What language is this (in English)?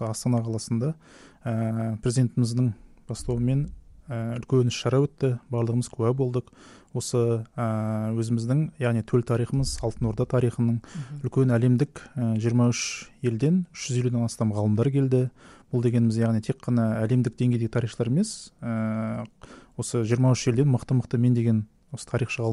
Kazakh